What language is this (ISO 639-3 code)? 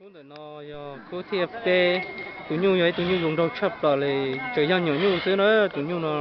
hmn